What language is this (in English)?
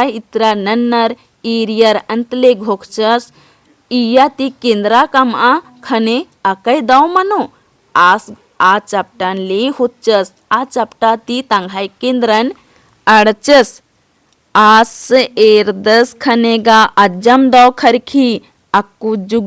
Kurukh